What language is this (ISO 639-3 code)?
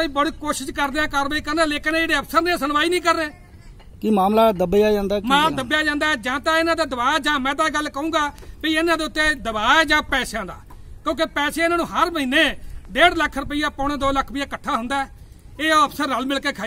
pan